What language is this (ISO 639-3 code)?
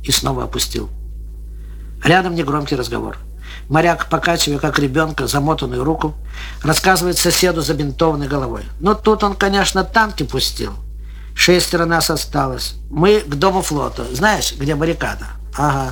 rus